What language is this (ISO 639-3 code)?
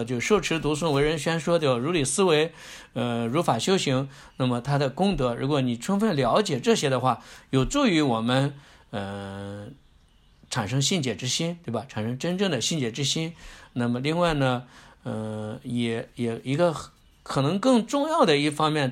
zho